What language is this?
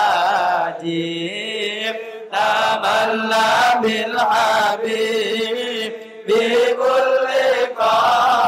Javanese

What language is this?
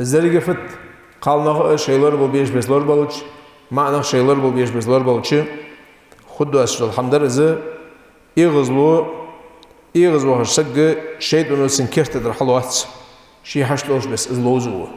Ingush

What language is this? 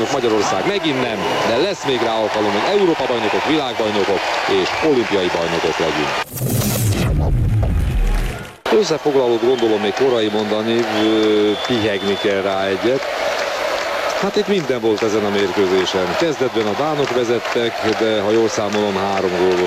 Hungarian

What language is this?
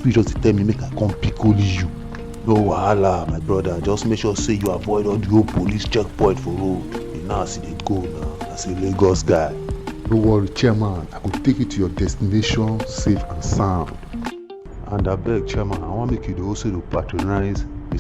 Nigerian Pidgin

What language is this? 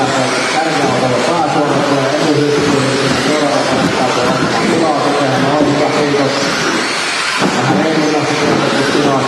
Finnish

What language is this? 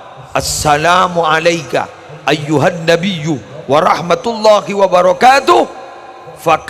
Madurese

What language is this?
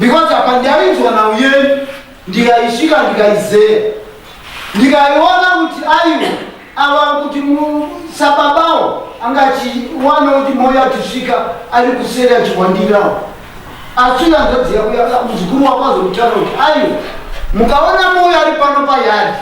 Shona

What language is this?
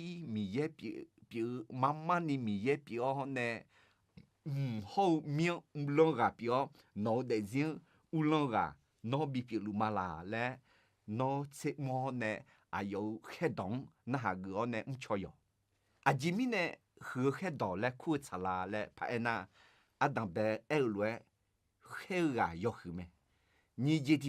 Akha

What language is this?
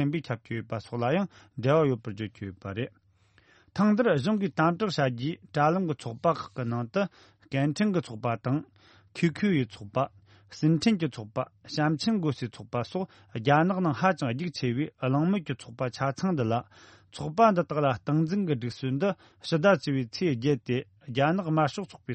Tibetan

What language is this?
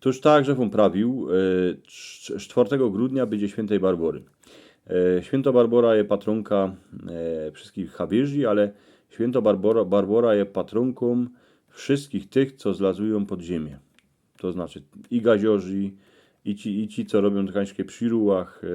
Silesian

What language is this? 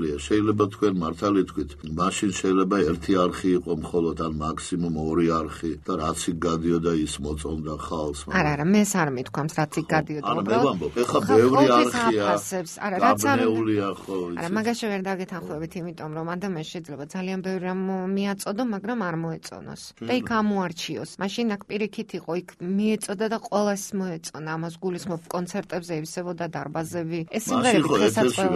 Georgian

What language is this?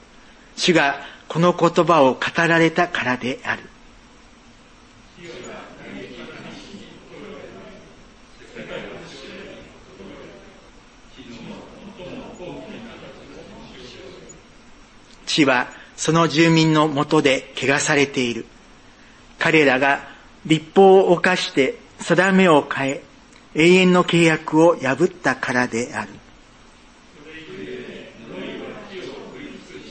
Japanese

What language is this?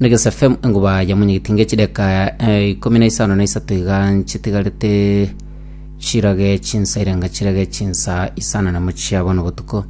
Gusii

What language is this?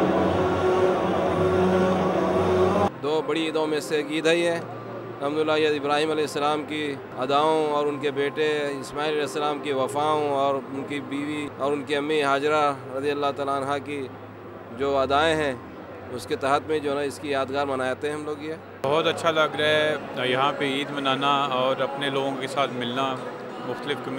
Urdu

